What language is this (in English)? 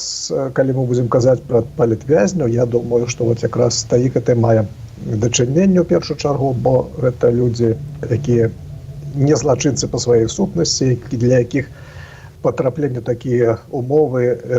Belarusian